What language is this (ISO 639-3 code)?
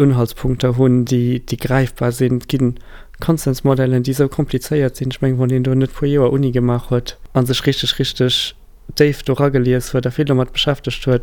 ltz